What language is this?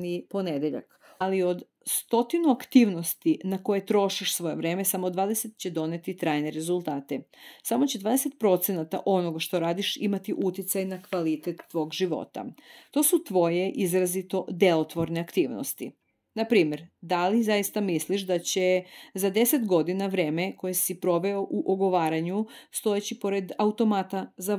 Serbian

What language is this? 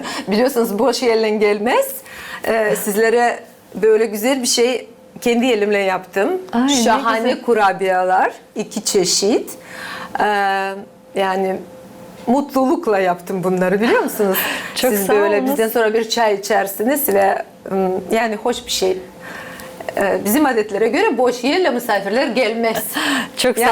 Gagauz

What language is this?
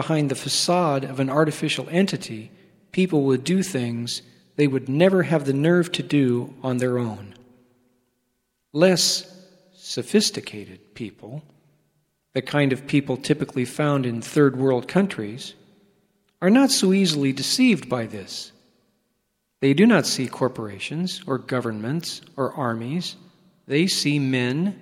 English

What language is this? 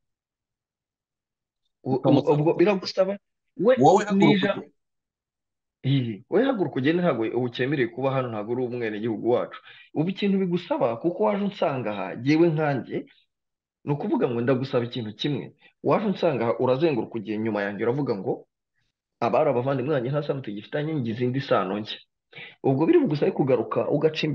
Kinyarwanda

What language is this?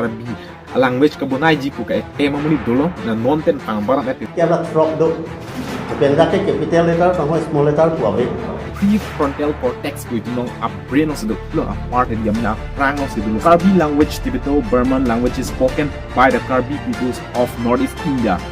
Karbi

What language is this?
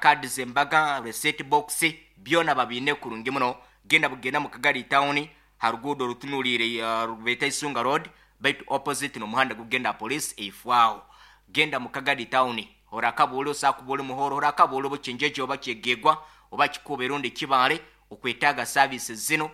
Nyankole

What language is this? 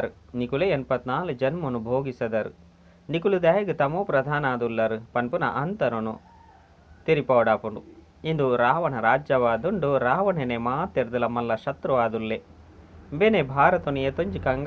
Tulu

